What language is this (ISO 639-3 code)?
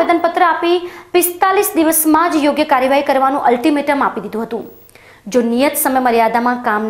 guj